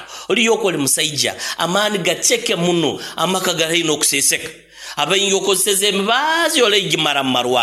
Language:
Nyoro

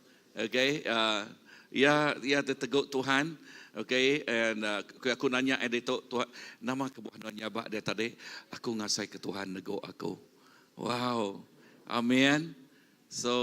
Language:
Iban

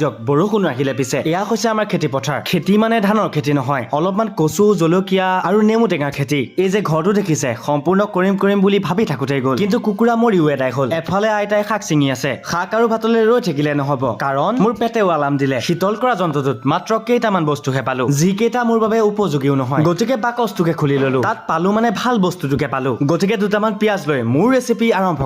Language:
Assamese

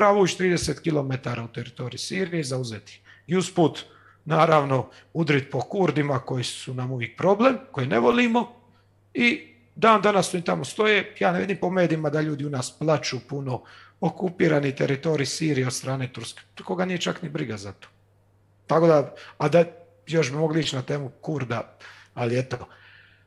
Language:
Croatian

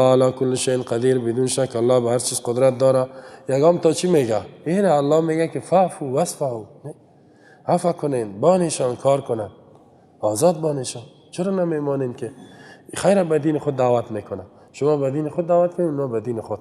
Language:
Persian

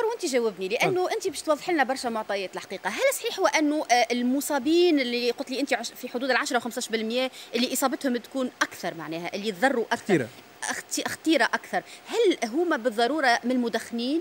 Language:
Tunisian Arabic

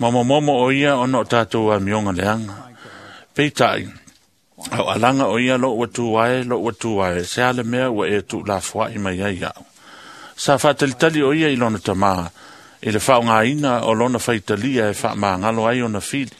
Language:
Samoan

